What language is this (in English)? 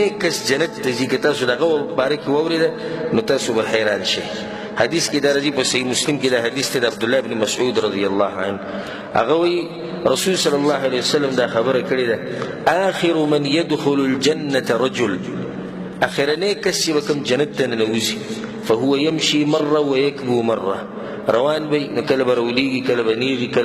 Pashto